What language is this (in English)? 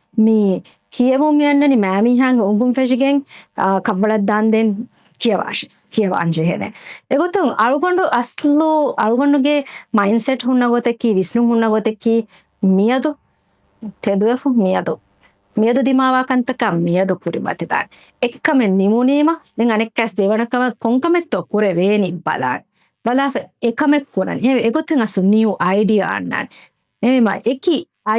Divehi